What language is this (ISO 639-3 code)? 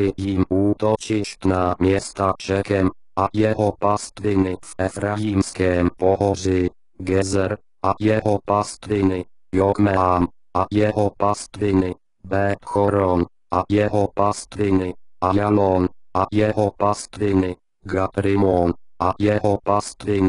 ces